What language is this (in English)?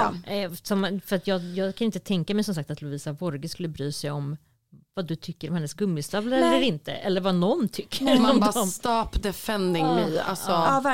Swedish